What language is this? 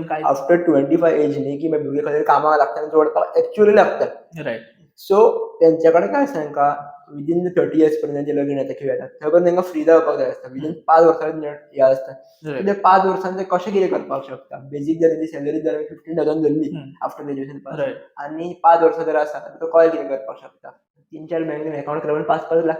Konkani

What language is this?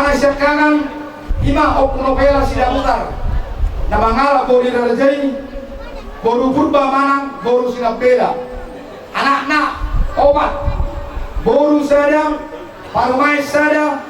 Batak Toba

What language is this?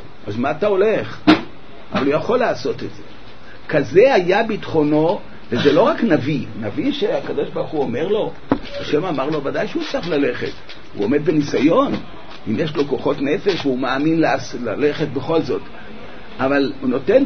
Hebrew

